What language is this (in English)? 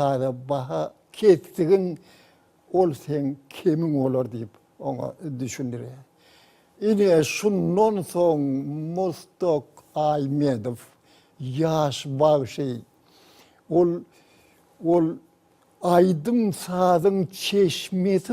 Turkmen